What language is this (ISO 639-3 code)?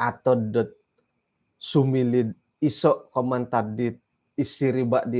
dtp